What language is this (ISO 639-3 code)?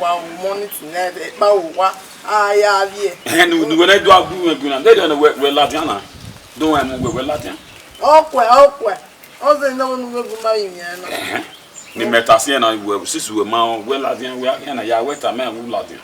bin